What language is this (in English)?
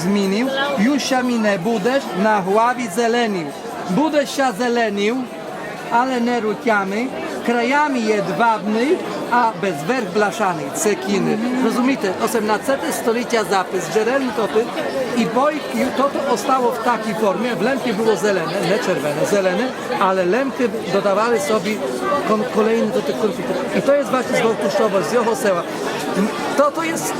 Rusyn